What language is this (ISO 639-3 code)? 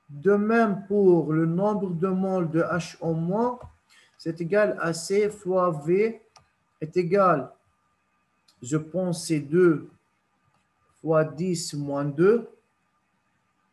fra